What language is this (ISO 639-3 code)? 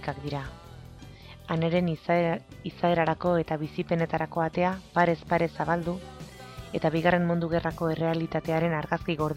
eus